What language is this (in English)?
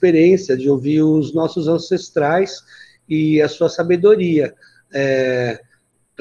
Portuguese